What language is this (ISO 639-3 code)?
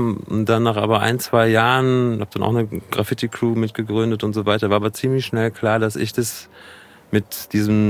deu